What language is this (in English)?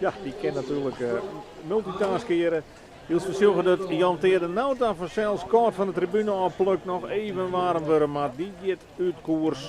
Western Frisian